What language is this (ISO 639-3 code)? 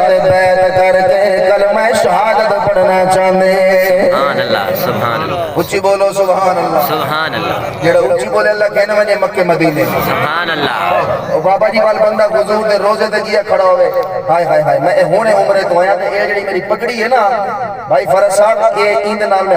skr